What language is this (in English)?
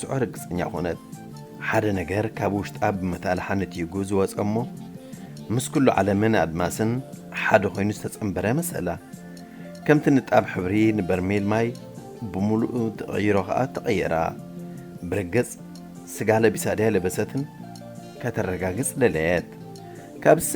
Tigrinya